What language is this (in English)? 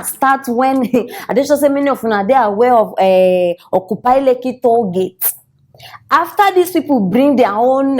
Nigerian Pidgin